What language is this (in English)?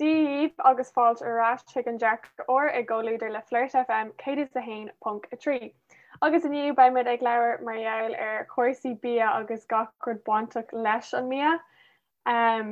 Irish